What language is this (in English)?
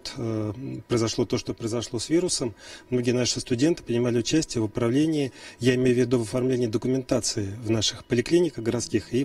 Russian